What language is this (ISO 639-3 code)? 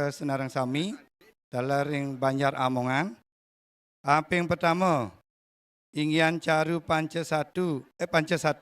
ban